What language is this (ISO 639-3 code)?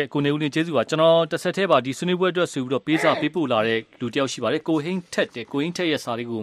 mya